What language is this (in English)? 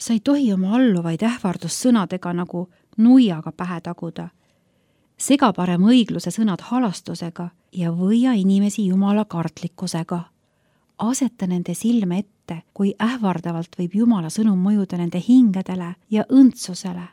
Estonian